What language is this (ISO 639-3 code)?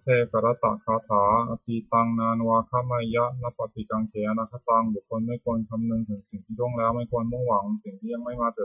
pli